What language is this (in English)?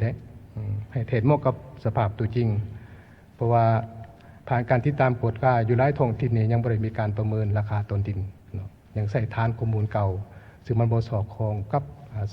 Lao